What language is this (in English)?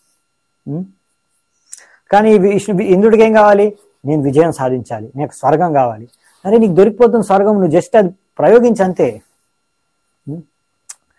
Telugu